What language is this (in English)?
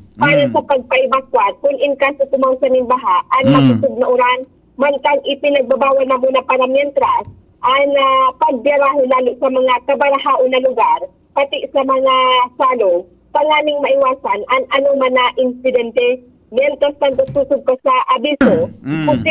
Bikol